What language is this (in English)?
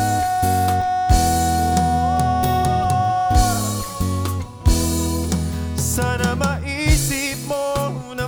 Filipino